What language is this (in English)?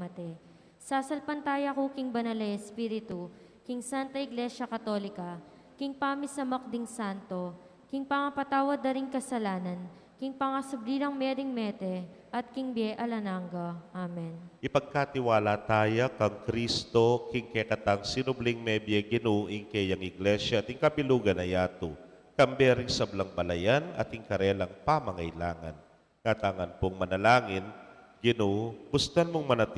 Pampanga